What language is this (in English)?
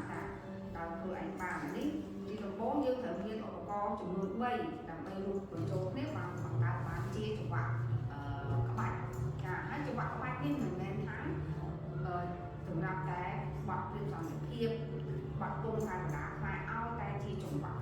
Khmer